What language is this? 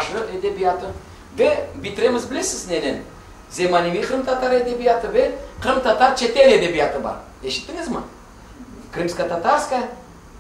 Crimean Tatar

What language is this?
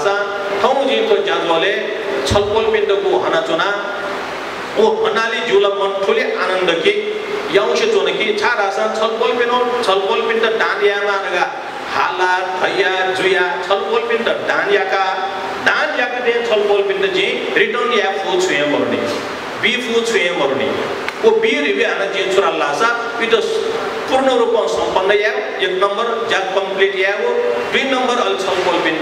Newari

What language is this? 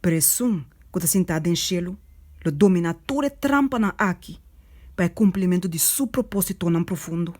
Papiamento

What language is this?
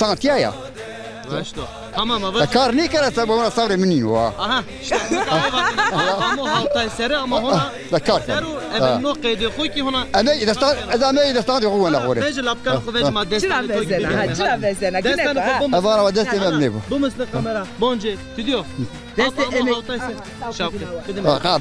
Zaza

